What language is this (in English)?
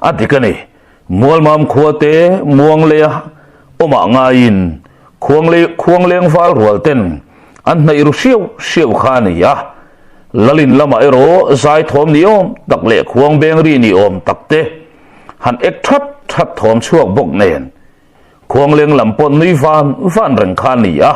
Mizo